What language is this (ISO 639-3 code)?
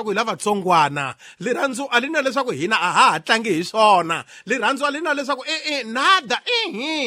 tso